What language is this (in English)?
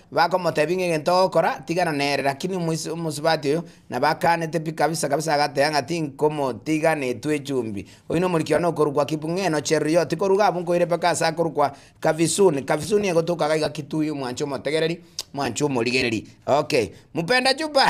Gusii